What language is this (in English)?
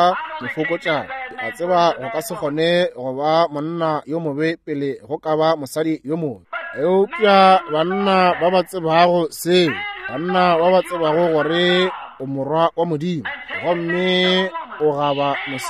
Northern Sotho